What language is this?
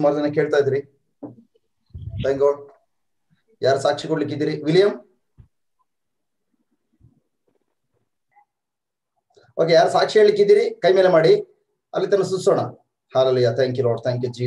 Kannada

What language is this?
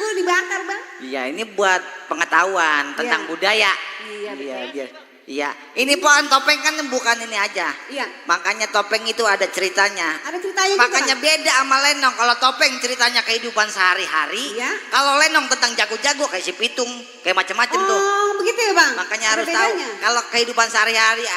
Betawi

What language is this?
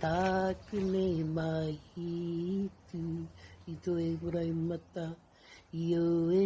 Māori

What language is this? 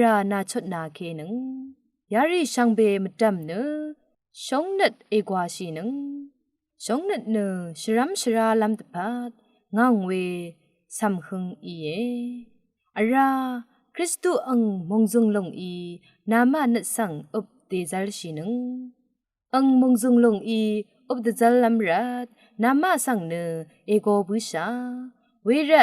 Rawang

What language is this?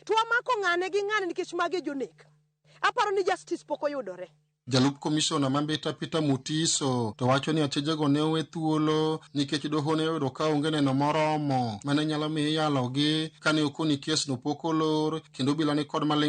Luo (Kenya and Tanzania)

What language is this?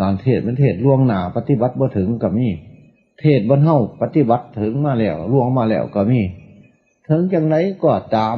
Northeastern Thai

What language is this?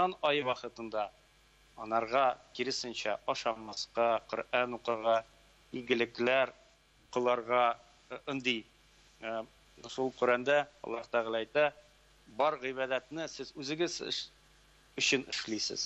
Tatar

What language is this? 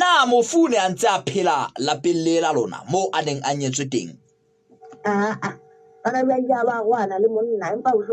Southern Sotho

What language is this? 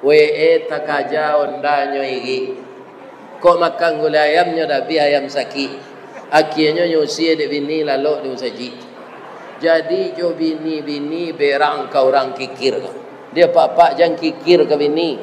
Minangkabau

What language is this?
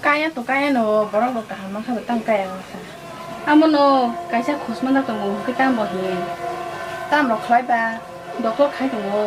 Kok Borok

